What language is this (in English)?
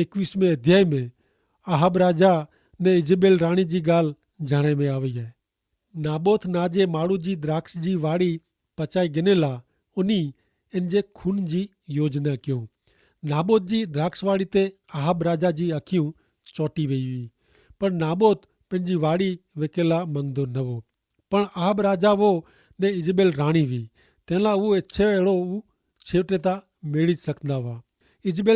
Kachhi